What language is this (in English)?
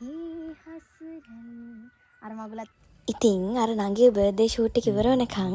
Sinhala